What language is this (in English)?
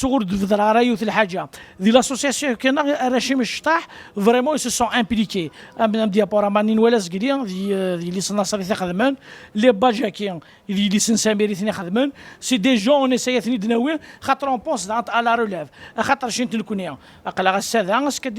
Kabyle